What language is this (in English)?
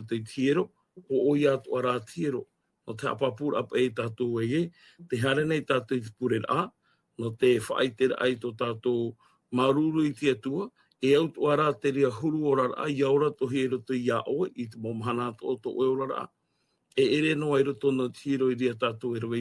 Tahitian